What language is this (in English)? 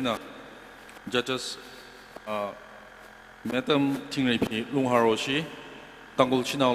Tangkhul Naga (India)